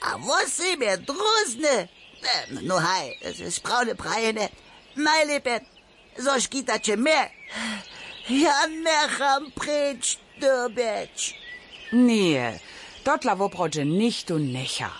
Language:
Upper Sorbian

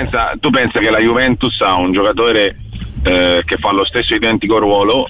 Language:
Italian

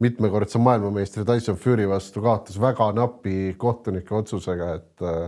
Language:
Estonian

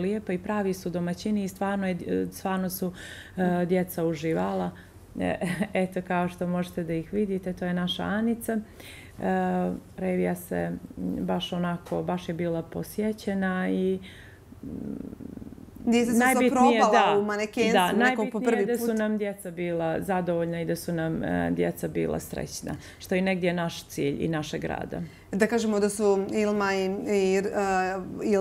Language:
Bosnian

